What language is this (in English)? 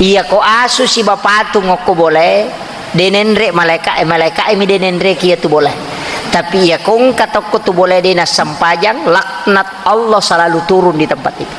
Buginese